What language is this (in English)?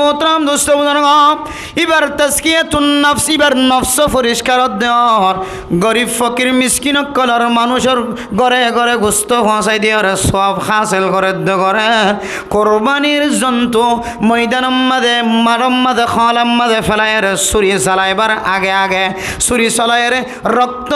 Rohingya